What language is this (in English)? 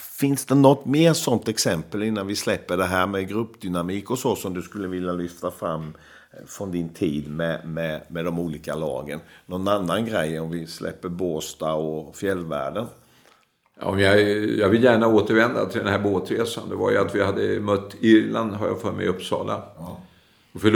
Swedish